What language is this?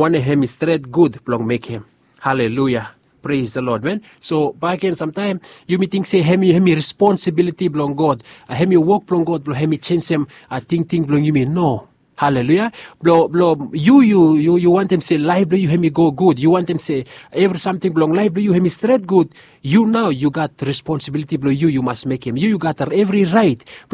Bislama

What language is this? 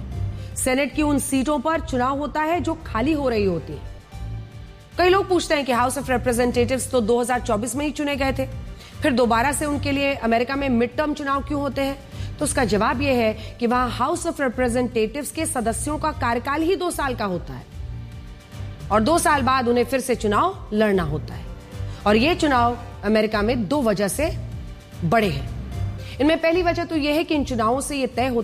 Hindi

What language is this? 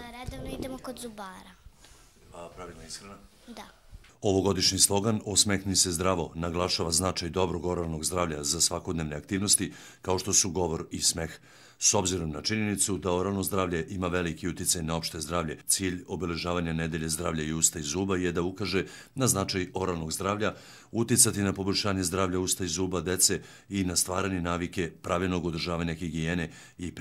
Serbian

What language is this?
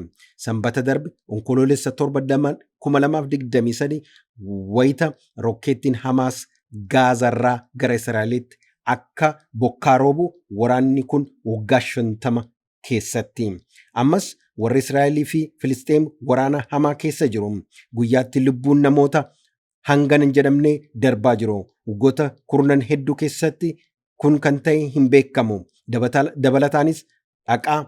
Oromo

